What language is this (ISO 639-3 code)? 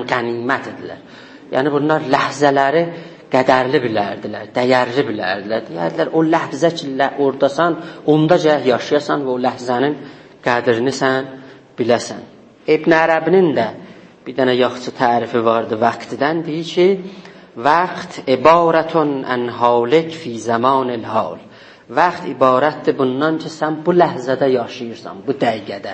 azb